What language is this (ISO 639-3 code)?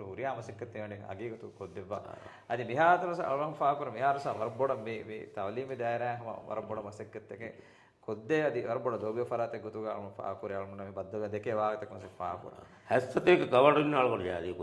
div